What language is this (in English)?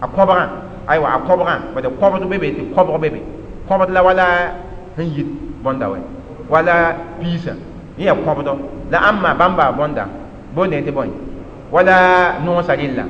Mossi